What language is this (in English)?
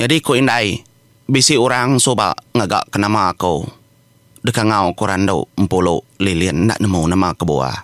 Iban